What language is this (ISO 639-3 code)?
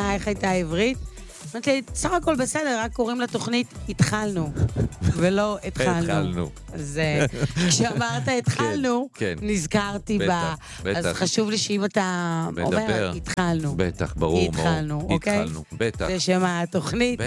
heb